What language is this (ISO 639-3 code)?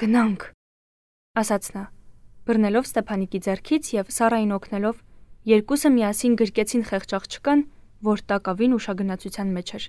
hye